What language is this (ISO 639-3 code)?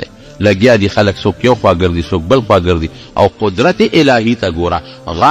pus